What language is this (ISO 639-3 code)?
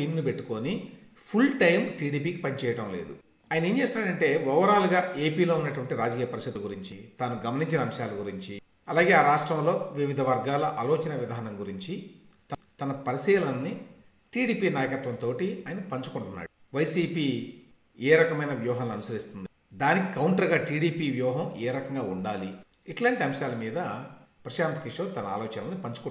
tel